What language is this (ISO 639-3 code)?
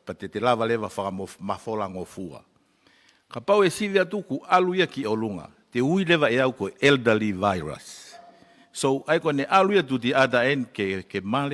ton